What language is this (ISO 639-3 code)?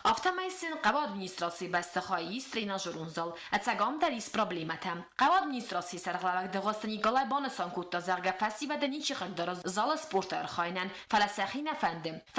oss